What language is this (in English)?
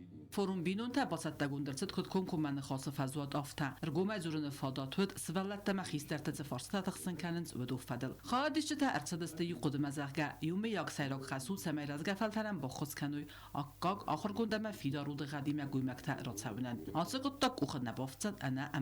Ossetic